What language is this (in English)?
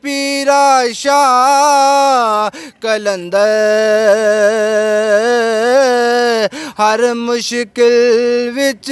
Pahari-Potwari